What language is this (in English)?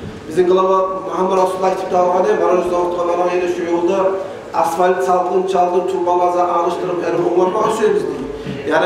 Kumyk